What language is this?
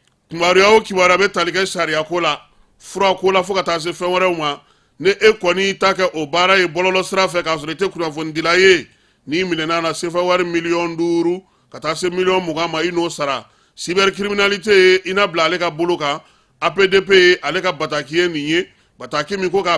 Bambara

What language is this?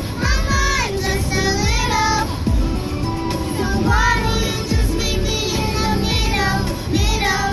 English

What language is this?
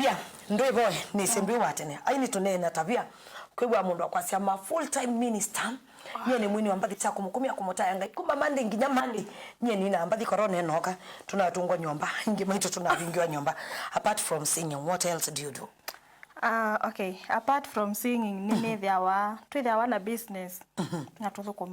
Kamba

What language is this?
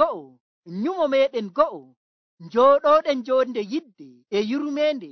Nigerian Fulfulde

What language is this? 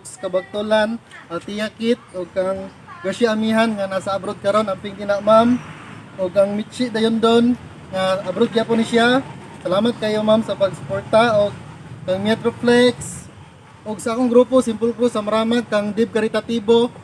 Cebuano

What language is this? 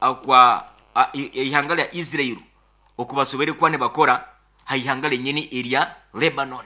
Nyankole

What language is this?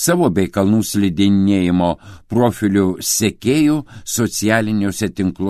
Lithuanian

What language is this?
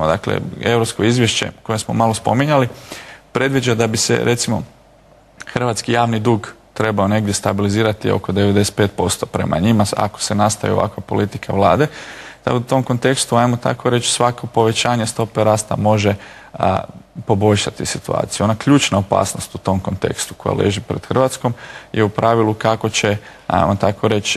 Croatian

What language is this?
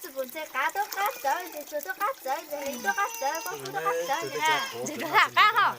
Hmong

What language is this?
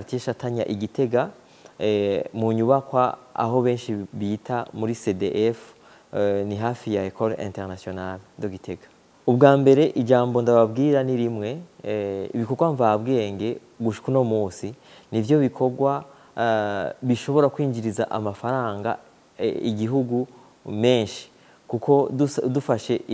Rundi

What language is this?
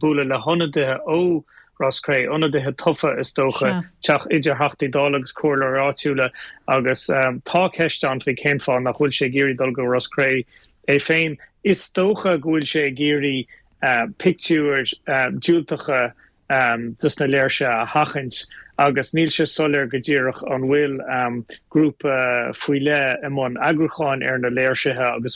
Irish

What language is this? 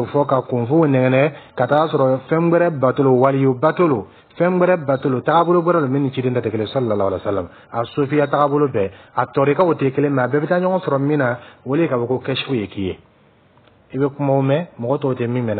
Dyula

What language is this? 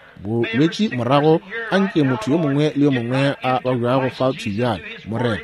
Northern Sotho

